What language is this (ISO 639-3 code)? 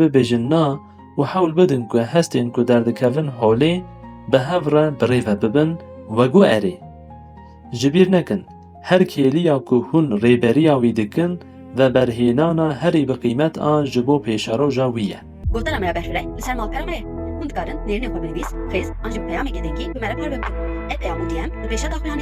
kur